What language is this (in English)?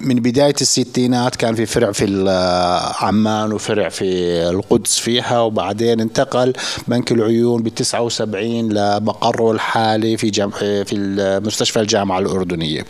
North Levantine Arabic